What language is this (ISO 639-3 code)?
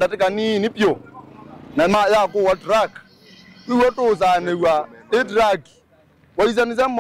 kam